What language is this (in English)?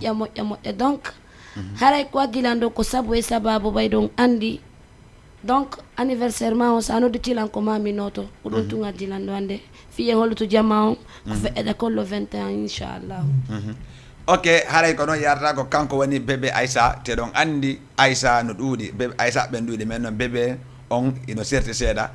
Fula